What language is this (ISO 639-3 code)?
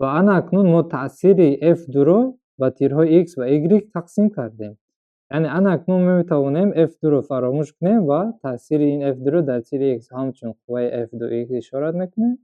tgk